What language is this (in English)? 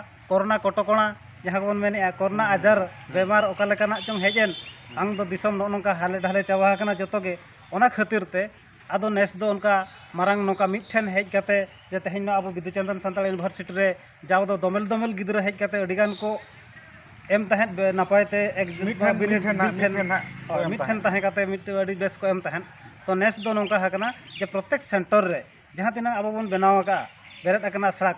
Santali